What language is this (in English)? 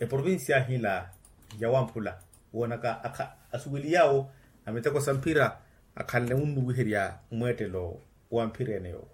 Makhuwa